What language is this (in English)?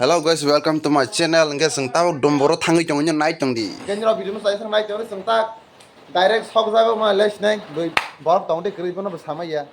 Kok Borok